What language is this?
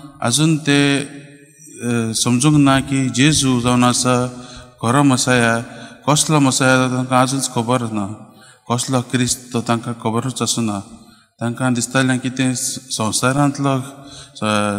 Konkani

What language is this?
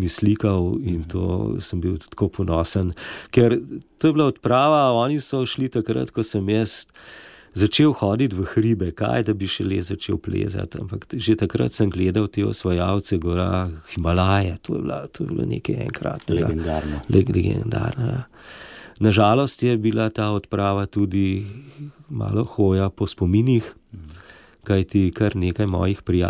Slovenian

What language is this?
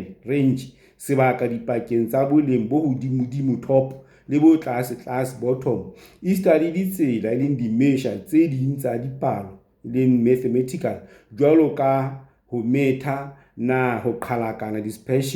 Southern Sotho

